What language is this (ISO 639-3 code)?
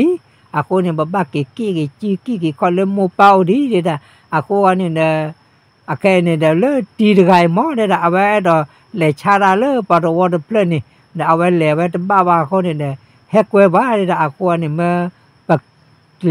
ksw